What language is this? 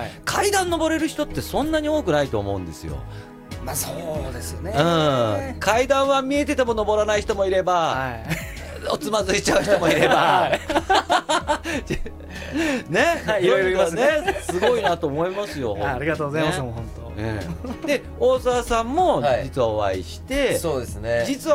Japanese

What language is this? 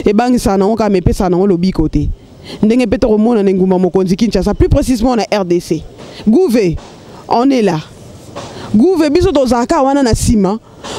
Lingala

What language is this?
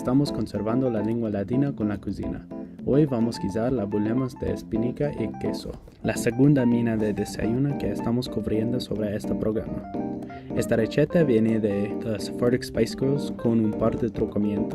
Ladino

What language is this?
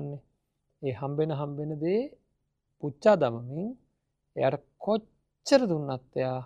Sinhala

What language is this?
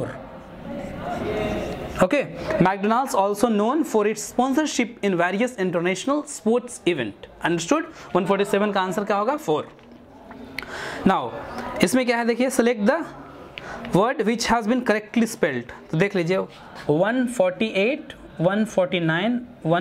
Hindi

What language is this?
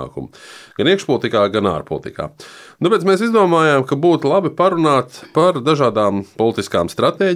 Latvian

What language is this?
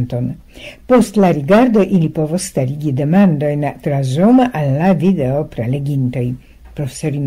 Esperanto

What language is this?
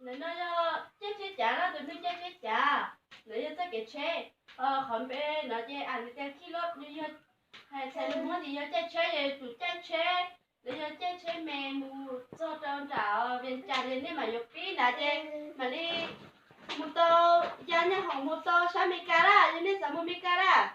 Hmong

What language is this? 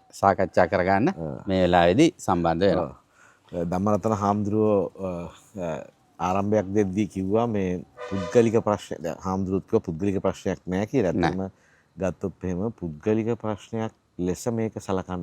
Sinhala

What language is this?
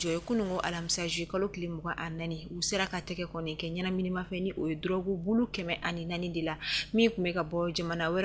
Bambara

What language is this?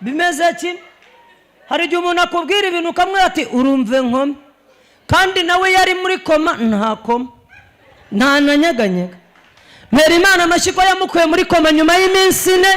Kinyarwanda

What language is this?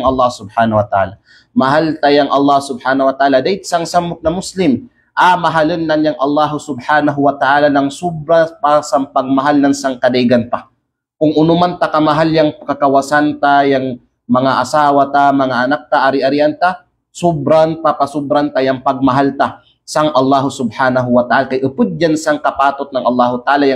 Kalagan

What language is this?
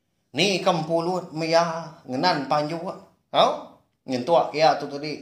Iban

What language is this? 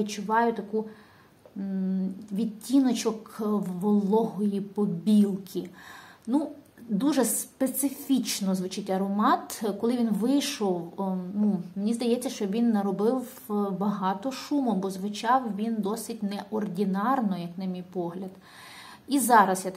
Ukrainian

